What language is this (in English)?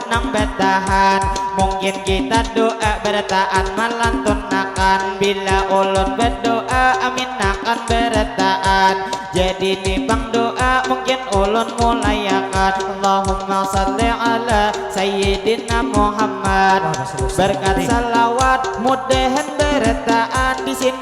Banjar